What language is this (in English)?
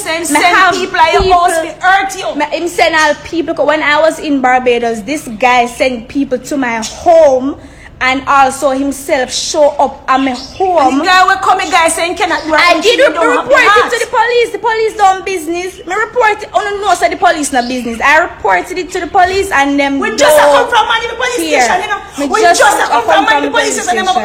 Jamaican Creole English